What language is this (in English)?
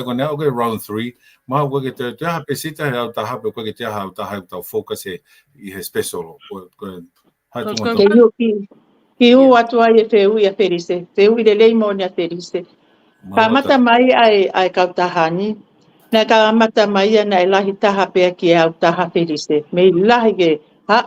Tongan